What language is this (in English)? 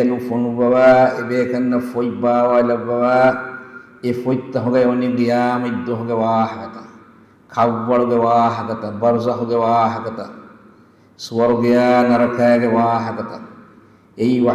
Divehi